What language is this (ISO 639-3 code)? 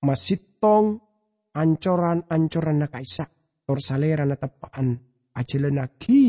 mad